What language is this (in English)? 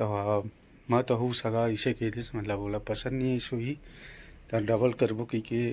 Chhattisgarhi